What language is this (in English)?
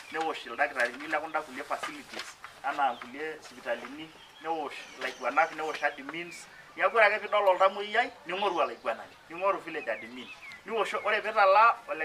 Masai